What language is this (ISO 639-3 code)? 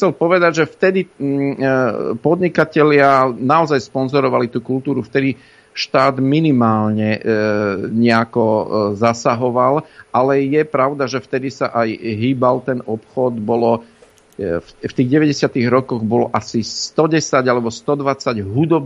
slk